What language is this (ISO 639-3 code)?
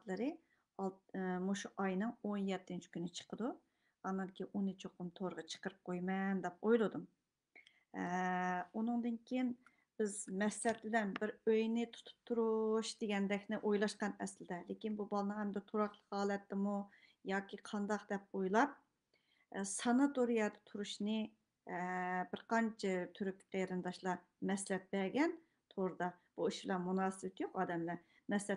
uig